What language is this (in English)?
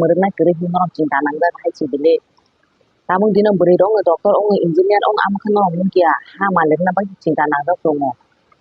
Kok Borok